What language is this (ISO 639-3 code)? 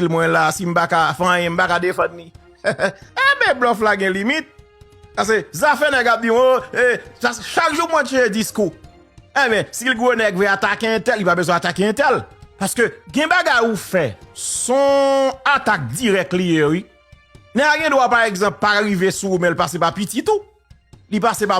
hat